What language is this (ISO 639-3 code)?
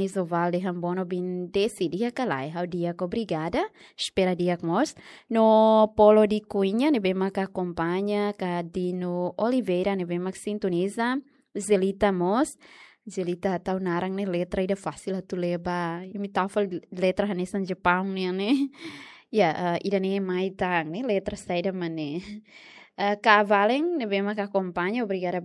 tet